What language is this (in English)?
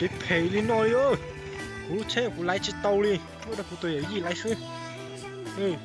Hmong